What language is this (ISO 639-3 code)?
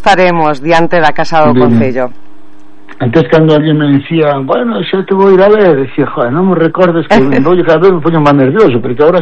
glg